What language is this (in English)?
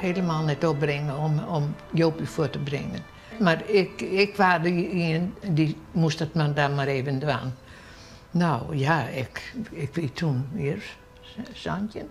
Western Frisian